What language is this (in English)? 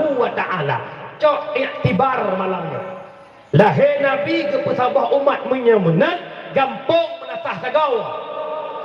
Achinese